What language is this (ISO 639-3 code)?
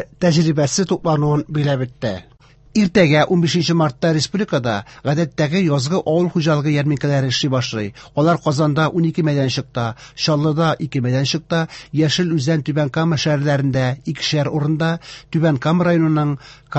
tat